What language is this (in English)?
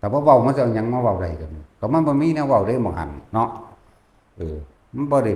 Northeastern Thai